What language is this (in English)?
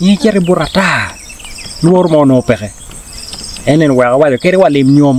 Acoli